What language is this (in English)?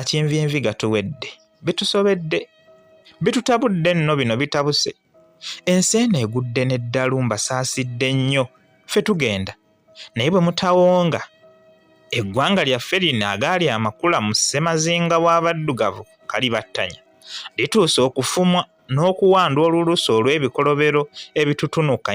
Ganda